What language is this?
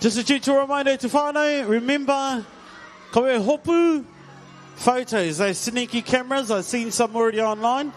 Māori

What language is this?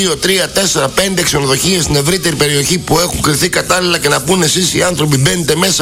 Greek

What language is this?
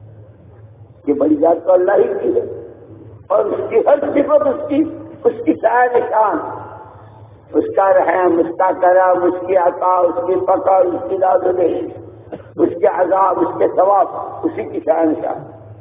Urdu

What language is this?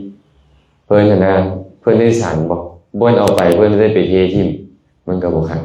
Lao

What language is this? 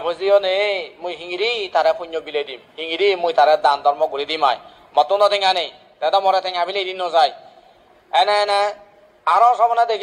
Chakma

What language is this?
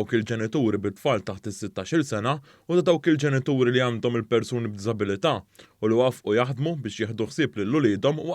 Maltese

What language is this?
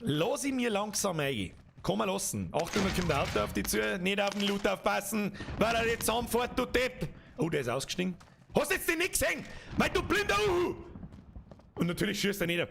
Bavarian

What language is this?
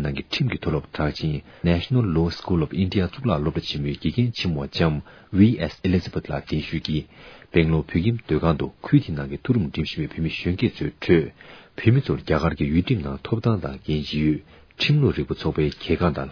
Tibetan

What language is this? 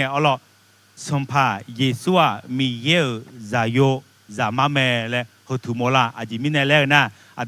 Akha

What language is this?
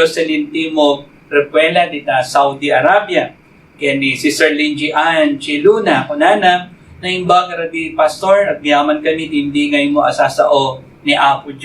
Iloko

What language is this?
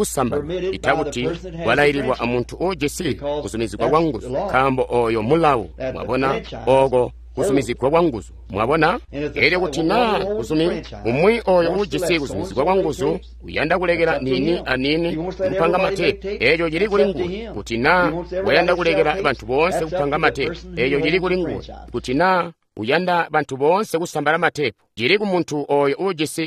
Tonga (Zambia)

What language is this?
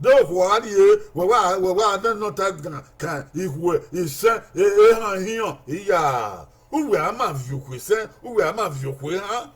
Bini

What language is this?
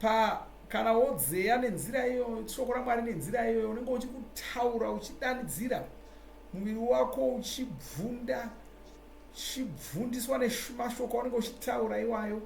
Shona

